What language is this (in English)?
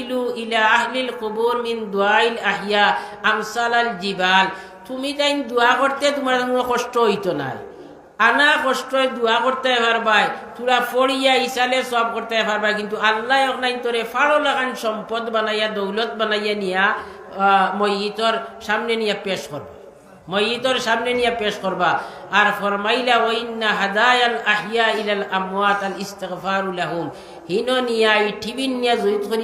Sylheti